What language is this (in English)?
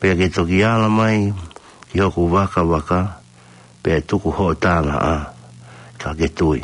Tongan